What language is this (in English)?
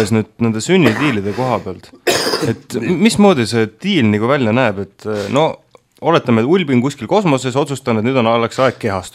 Estonian